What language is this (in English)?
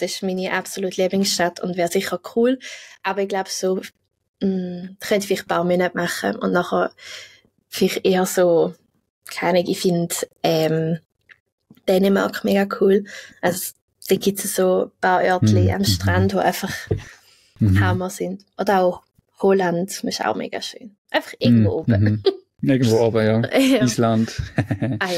Swiss German